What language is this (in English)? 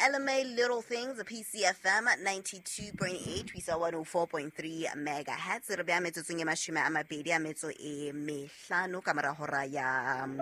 Southern Sotho